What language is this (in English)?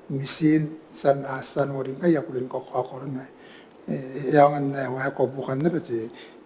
Gilbertese